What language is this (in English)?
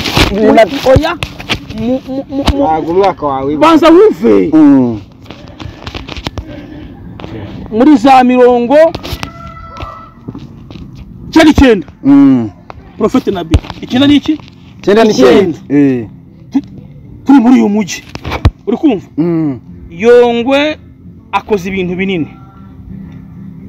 Kinyarwanda